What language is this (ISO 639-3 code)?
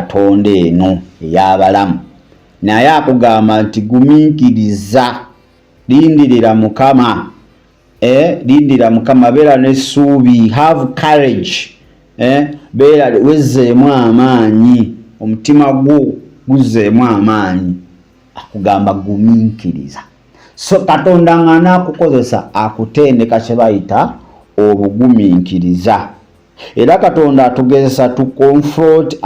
lug